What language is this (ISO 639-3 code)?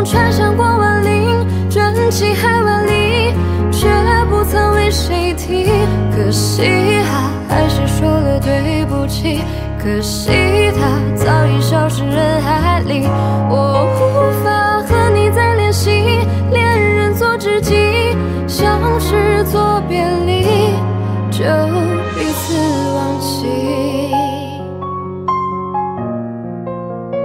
zho